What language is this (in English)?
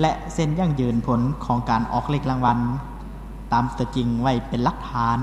Lao